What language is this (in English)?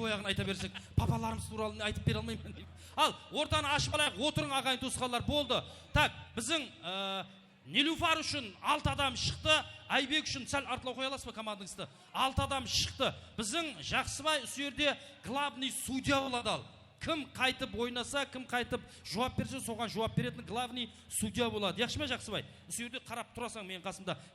Kara-Kalpak